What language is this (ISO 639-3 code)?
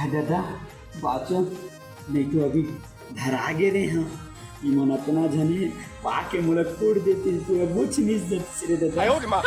hne